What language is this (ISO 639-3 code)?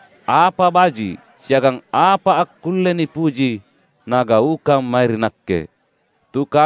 mak